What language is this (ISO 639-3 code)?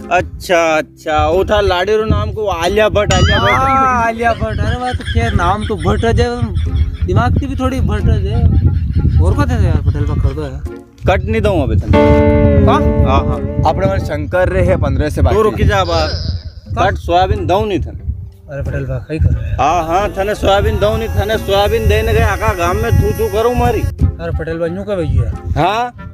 raj